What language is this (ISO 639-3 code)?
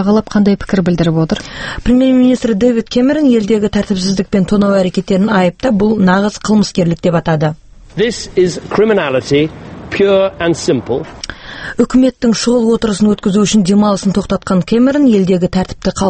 kaz